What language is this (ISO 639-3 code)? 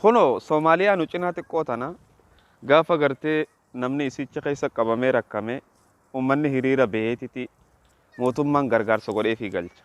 orm